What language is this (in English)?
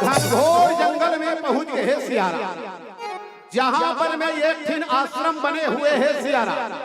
Chhattisgarhi